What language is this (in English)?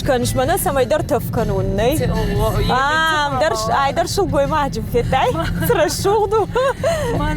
Ossetic